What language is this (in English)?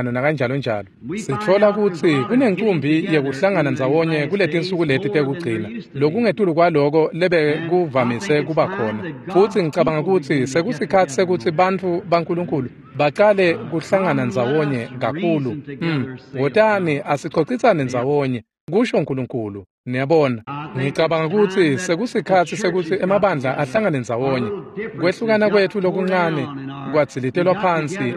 Swati